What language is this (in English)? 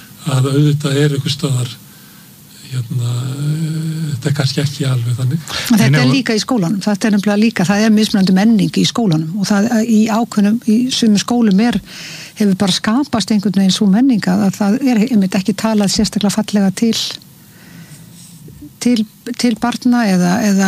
Icelandic